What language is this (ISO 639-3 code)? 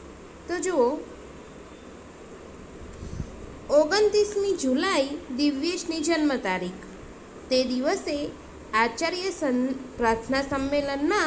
guj